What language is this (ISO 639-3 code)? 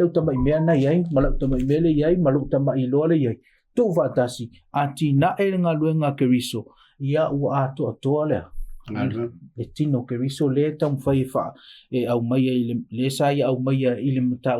smo